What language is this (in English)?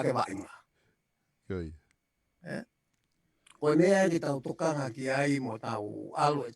Tongan